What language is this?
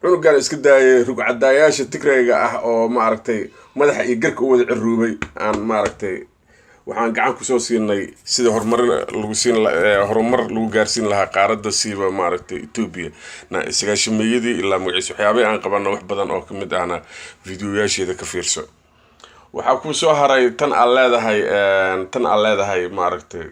Somali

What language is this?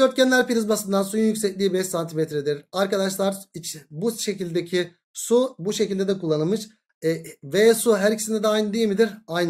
Turkish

